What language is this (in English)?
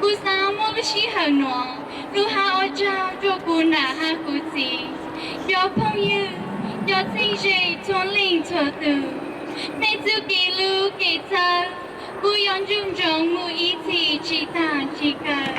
Hmong